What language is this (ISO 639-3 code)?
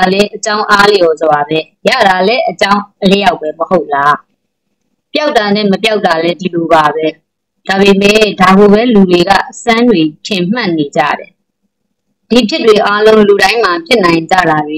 mya